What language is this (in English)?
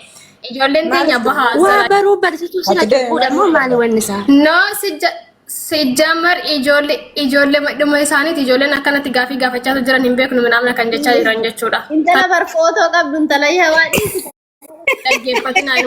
Oromo